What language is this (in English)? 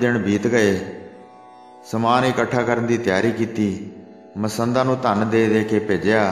Punjabi